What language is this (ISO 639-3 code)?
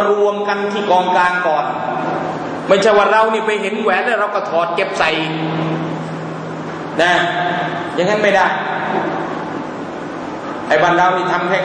tha